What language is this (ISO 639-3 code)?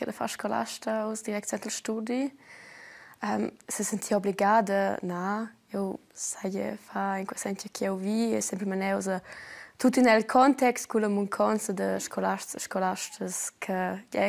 roh